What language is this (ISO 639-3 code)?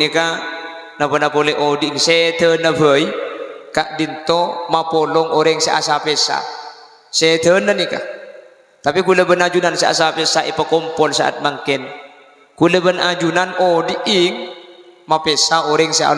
mad